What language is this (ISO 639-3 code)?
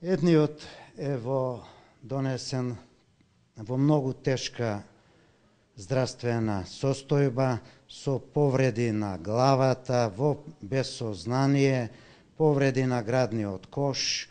mkd